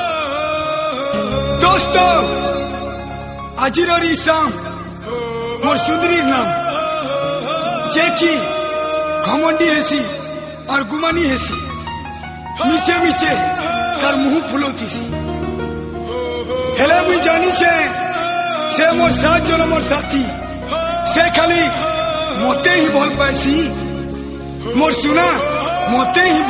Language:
Sambalpuri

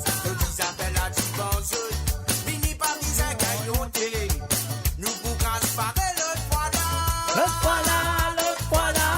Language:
Morisyen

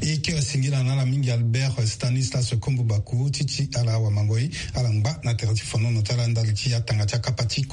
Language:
Sango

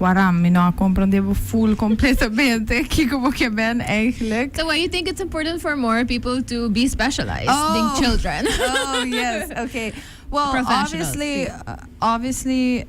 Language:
Papiamento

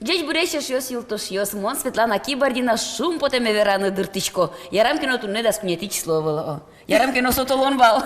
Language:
Udmurt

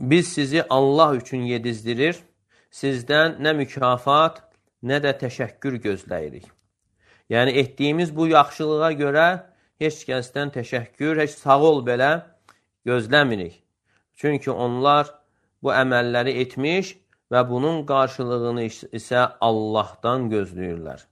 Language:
Azerbaijani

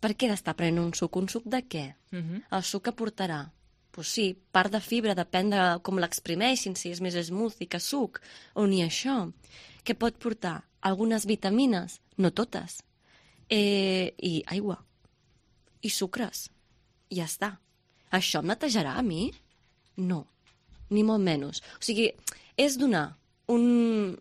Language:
Catalan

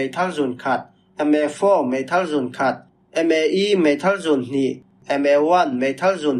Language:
Falam Chin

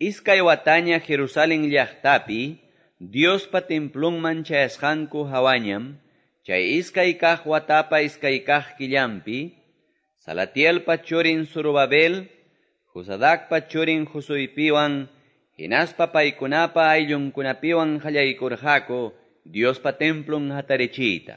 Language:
Quechua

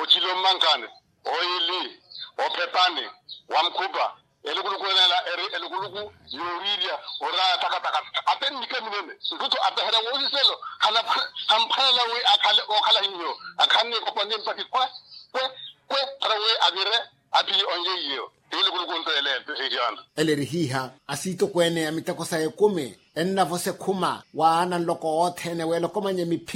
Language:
Makhuwa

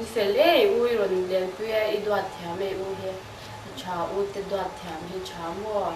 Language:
Mizo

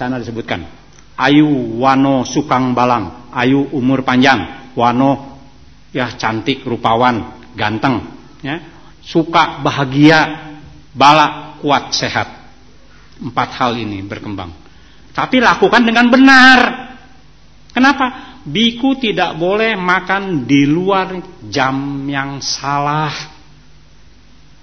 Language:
Indonesian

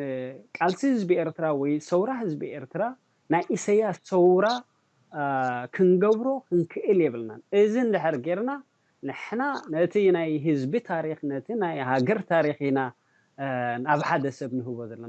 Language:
Tigrinya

